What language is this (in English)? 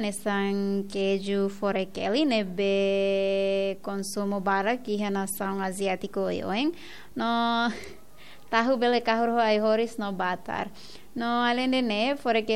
Tetum